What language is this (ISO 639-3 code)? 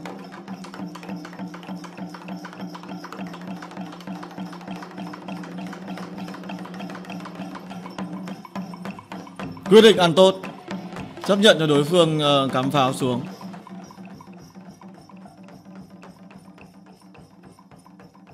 vie